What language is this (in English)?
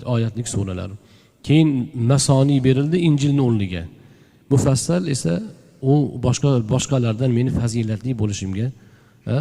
Uzbek